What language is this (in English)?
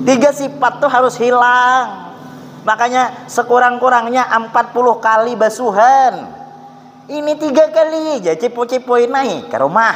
Banjar